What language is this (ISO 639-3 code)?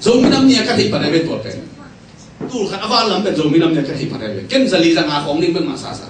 ctd